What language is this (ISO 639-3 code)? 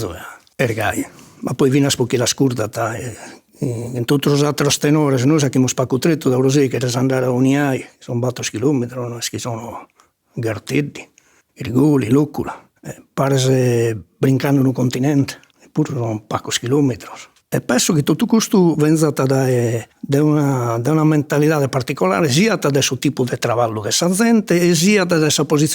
srd